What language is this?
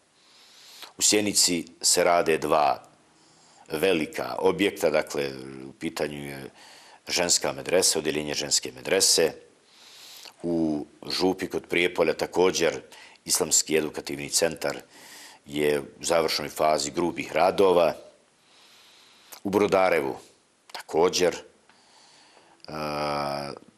Bosnian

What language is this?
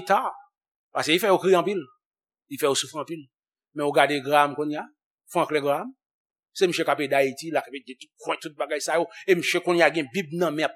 Haitian Creole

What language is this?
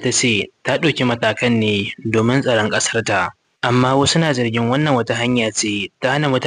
Hausa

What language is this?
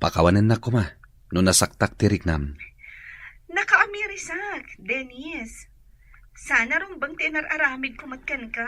Iloko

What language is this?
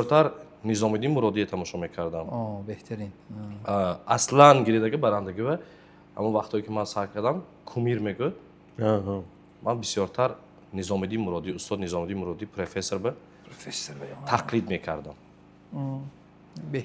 Tajik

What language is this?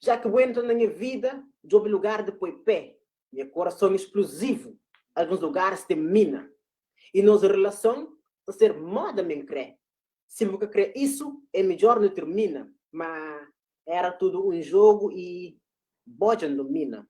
Kabuverdianu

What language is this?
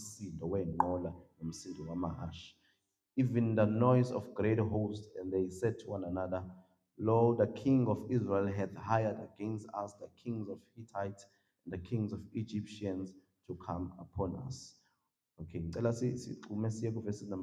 Zulu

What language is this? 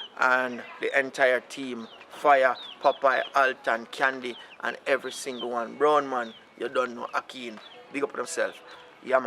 Jamaican Creole English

